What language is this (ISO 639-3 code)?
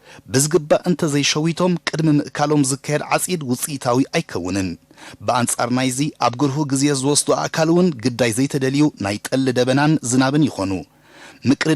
tir